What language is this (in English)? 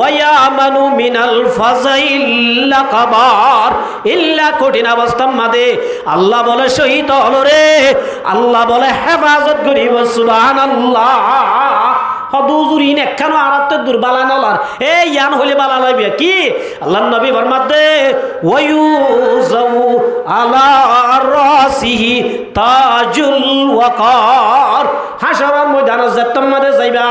Rohingya